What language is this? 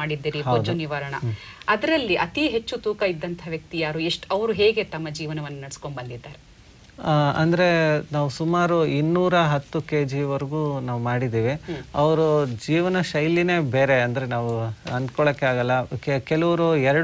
Kannada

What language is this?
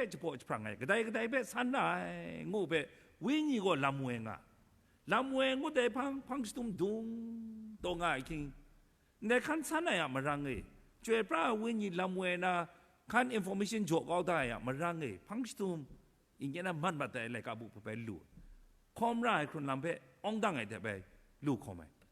Kachin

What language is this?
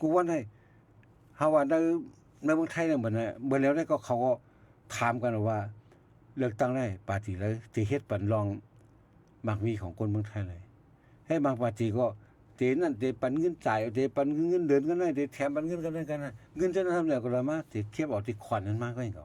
Shan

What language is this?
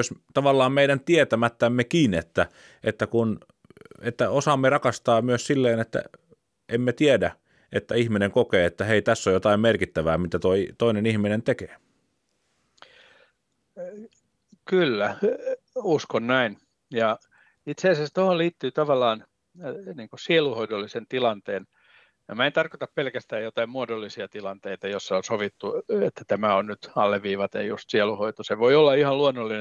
Finnish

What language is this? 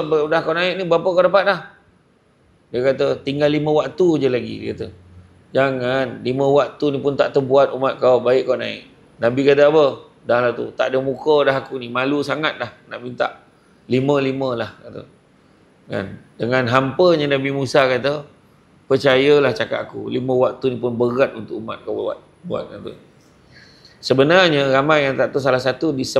Malay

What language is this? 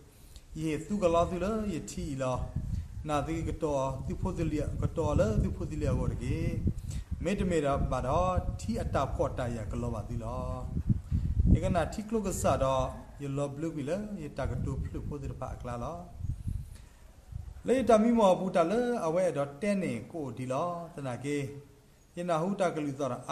S'gaw Karen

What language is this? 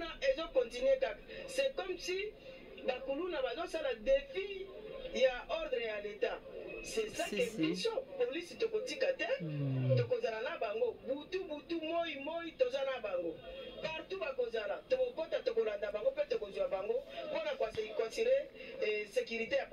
Lingala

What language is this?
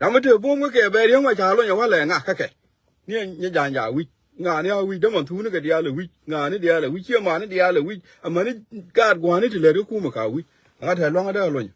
Nuer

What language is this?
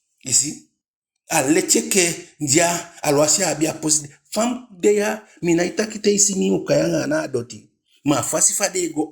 Eastern Maroon Creole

